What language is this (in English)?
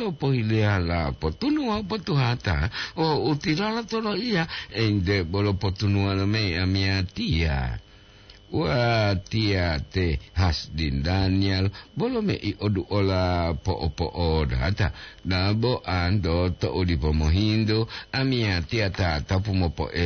Gorontalo